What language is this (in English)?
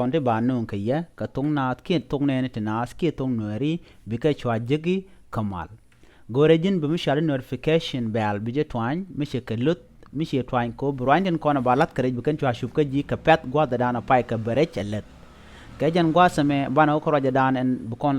Nuer